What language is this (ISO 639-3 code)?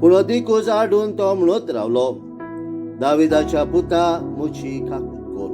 kok